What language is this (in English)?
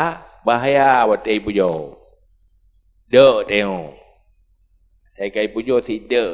Achinese